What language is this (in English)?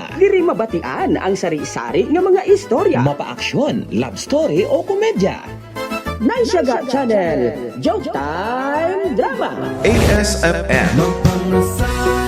Hiligaynon